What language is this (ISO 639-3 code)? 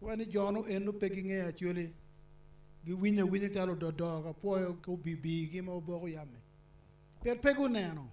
ach